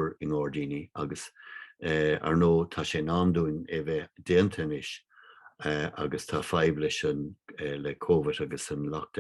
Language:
Irish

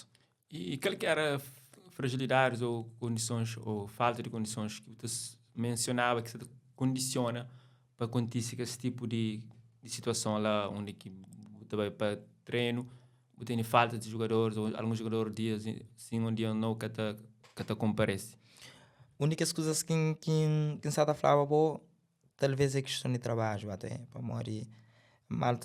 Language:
Kabuverdianu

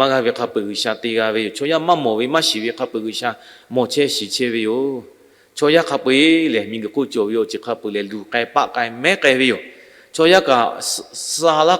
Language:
Lahu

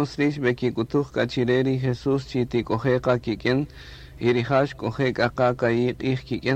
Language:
Kaqchikel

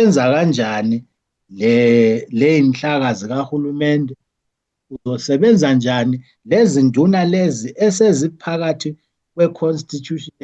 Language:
Zulu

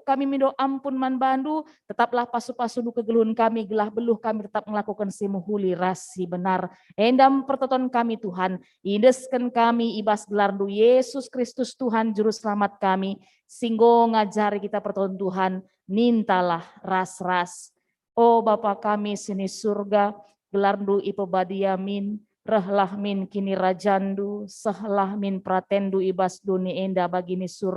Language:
Batak Karo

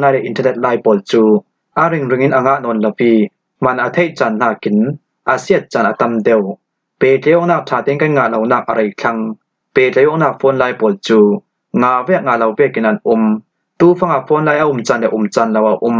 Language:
Falam Chin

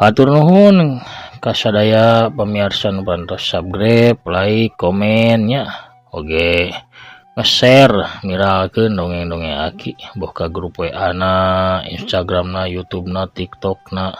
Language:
Sundanese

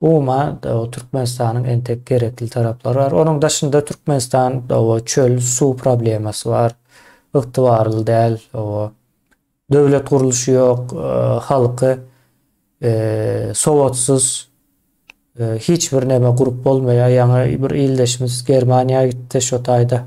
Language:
Turkmen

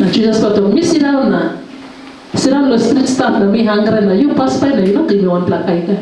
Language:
Tok Pisin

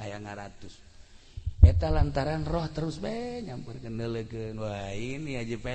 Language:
Sundanese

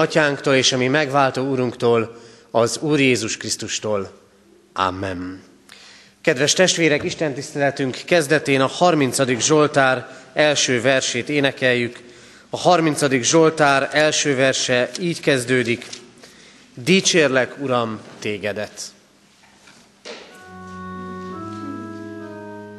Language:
Hungarian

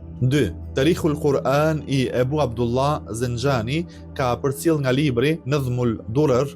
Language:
Albanian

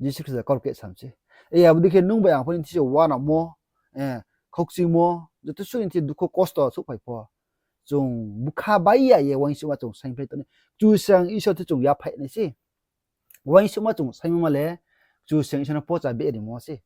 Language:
Riang (India)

